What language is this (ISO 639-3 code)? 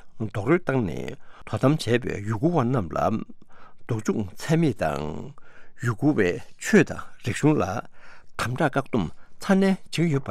bod